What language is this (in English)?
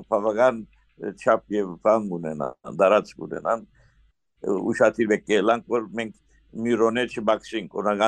Western Armenian